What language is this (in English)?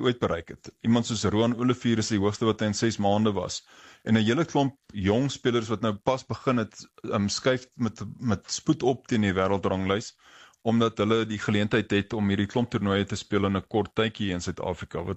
Afrikaans